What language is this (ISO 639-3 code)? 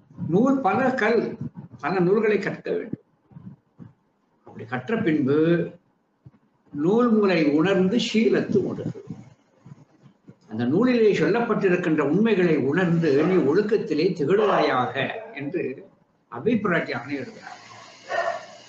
tam